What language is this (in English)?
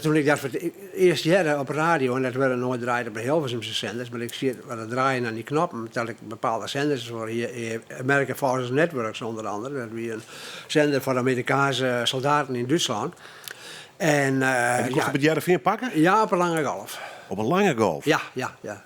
Western Frisian